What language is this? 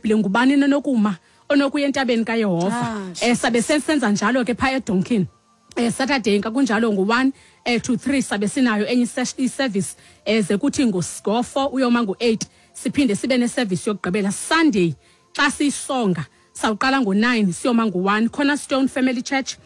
Xhosa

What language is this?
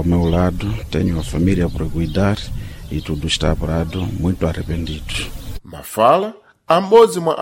Sena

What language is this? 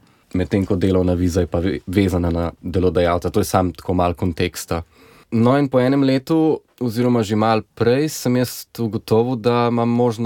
Slovenian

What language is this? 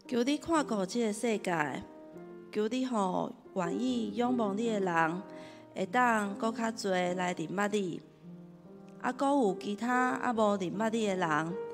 Min Nan Chinese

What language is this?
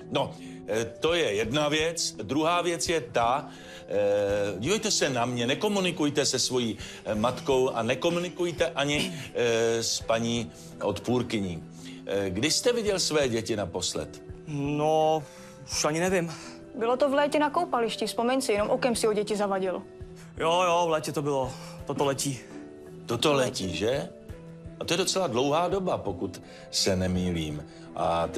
Czech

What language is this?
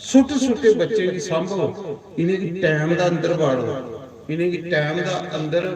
Dogri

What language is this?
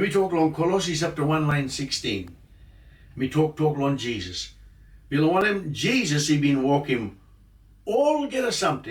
Tok Pisin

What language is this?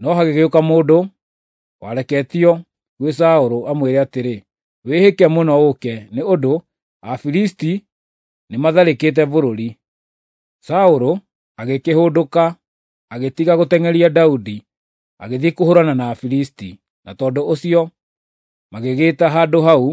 Kikuyu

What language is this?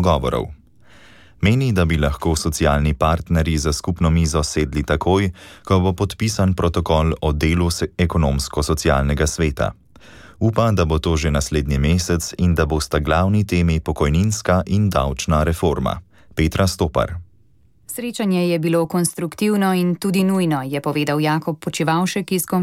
Slovenian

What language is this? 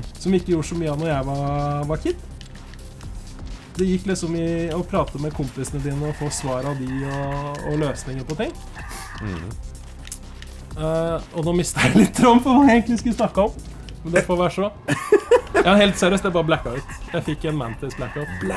Norwegian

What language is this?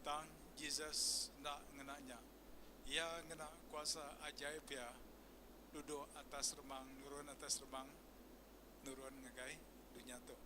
Iban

